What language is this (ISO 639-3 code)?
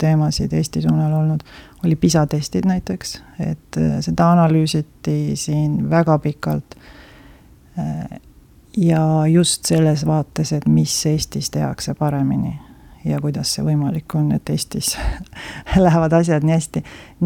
est